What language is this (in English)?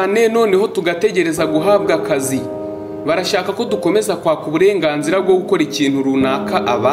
Kinyarwanda